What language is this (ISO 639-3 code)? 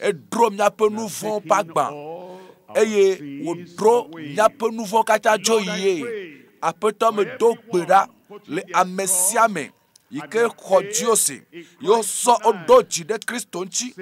ewe